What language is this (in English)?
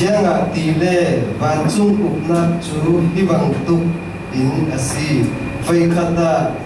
Falam Chin